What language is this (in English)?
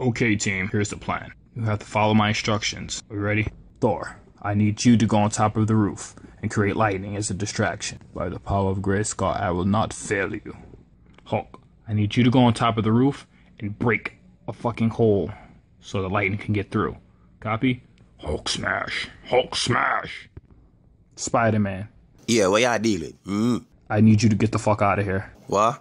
Jamaican Creole English